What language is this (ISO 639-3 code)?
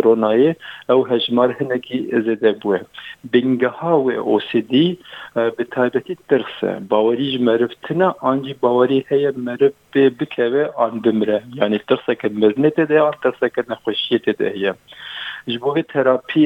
kur